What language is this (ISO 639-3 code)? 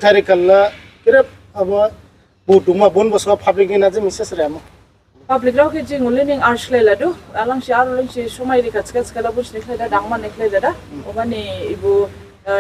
dis